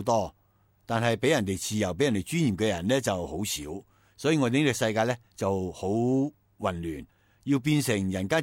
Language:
Cantonese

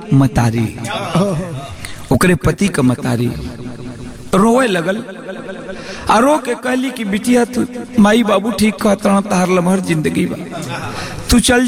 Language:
Bhojpuri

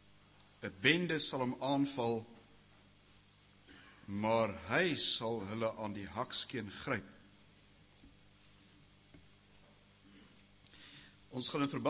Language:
Afrikaans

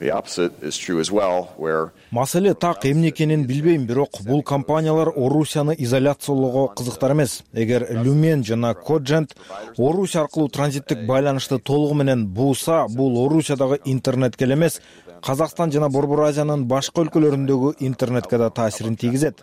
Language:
Kyrgyz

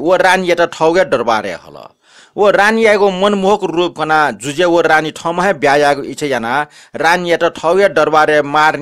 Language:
Newari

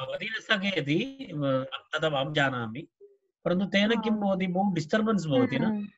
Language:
Sanskrit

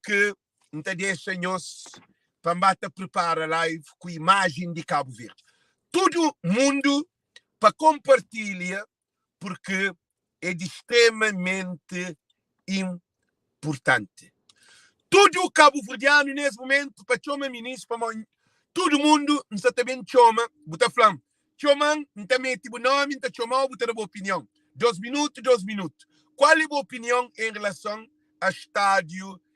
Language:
Kabuverdianu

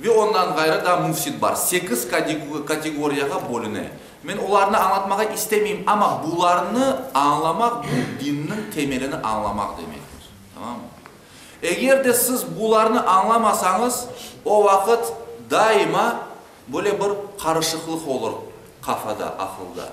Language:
Crimean Tatar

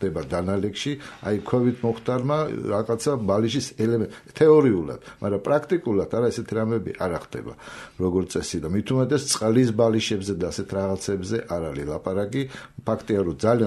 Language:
Georgian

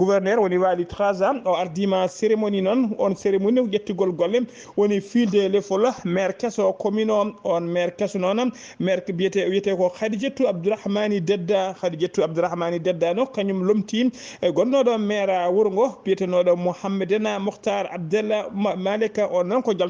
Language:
Fula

